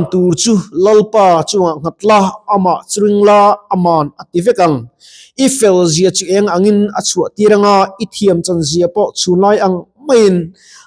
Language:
Mizo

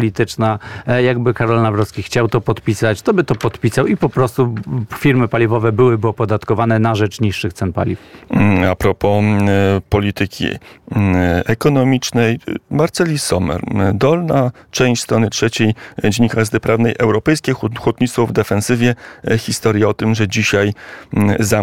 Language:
Polish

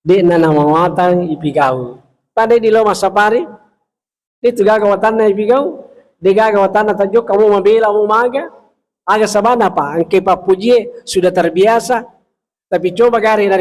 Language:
Buginese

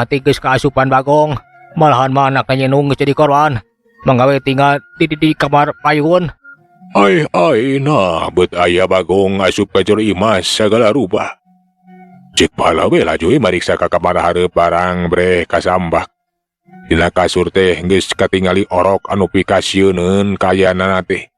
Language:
Sundanese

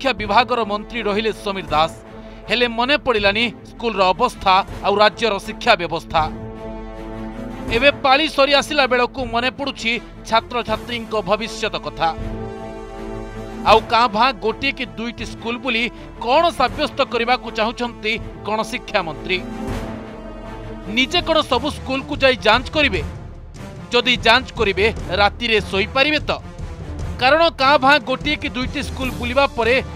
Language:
Odia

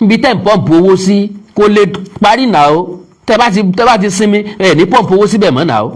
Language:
Yoruba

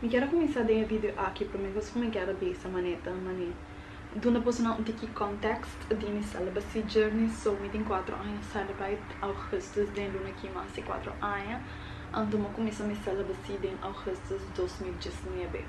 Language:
Papiamento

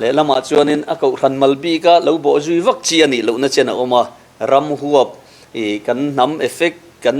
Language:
Mizo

